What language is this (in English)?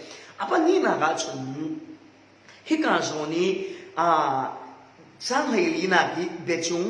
Falam Chin